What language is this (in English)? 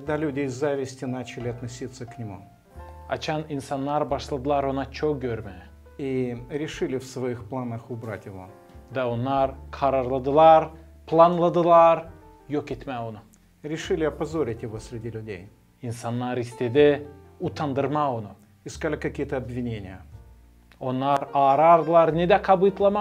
Gagauz